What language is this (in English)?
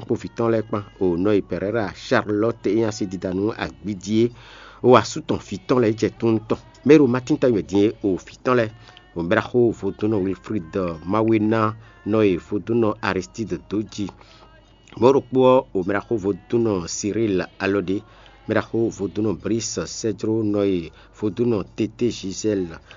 Fon